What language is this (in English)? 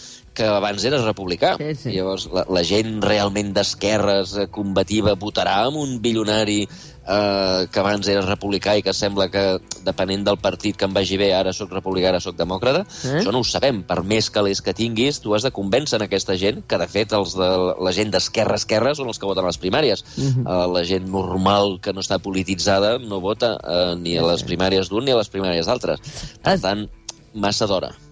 Catalan